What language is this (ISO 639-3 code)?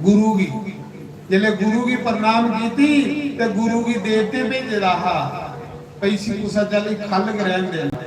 doi